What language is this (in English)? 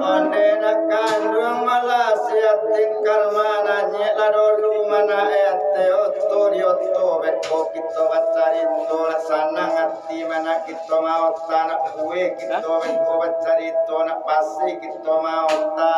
Minangkabau